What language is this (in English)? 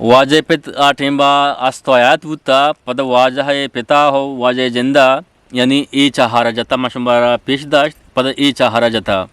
Eastern Balochi